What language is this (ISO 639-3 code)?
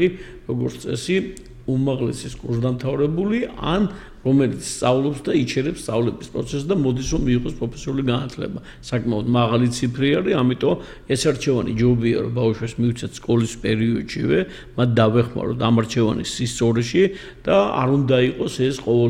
kat